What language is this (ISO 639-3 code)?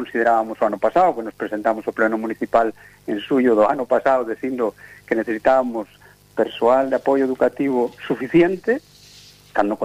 glg